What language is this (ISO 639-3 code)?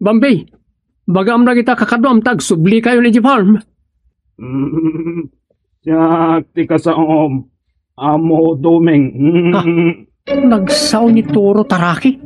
ilo